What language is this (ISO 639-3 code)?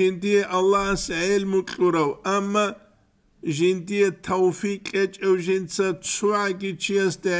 ava